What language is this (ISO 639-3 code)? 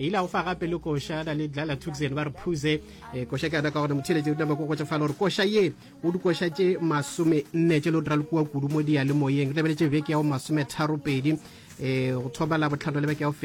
nso